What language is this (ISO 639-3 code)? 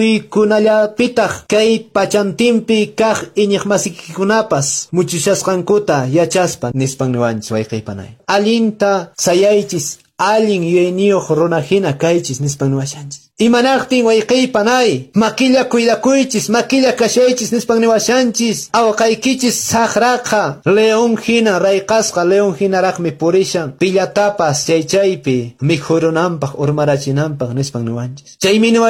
que